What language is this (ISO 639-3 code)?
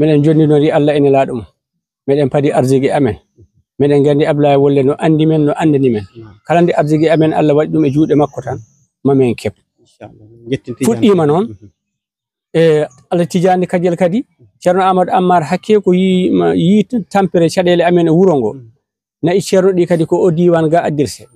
ful